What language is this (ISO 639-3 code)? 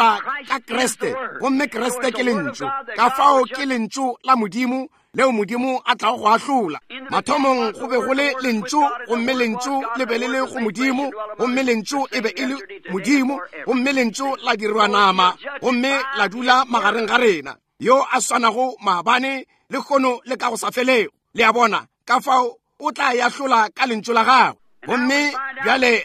nso